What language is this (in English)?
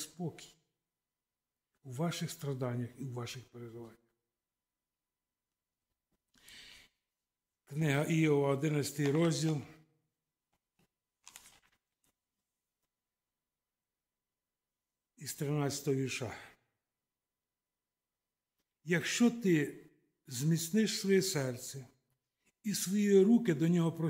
Ukrainian